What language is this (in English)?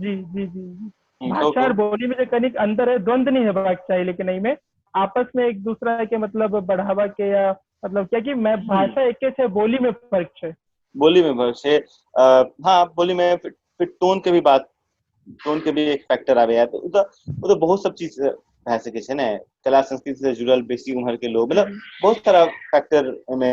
Maithili